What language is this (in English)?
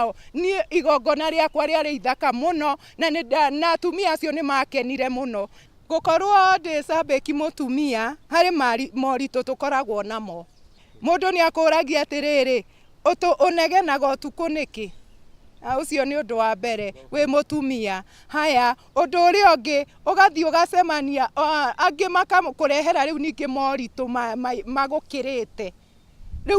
Kikuyu